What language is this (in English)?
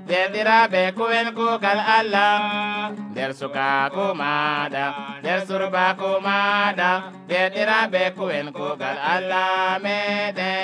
Nigerian Fulfulde